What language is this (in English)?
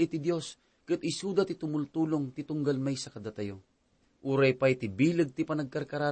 Iloko